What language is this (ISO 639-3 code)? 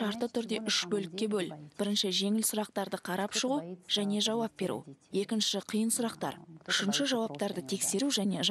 kaz